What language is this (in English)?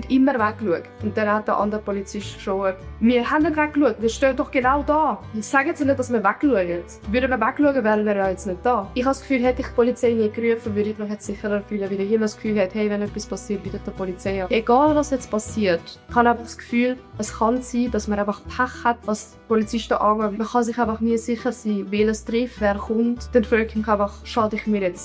Swiss German